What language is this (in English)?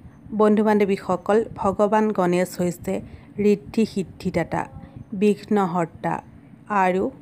Assamese